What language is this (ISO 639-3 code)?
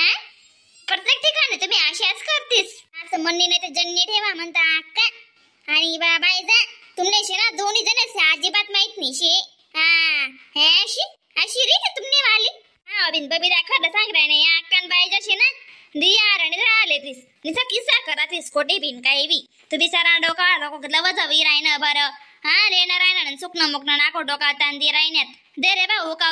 khn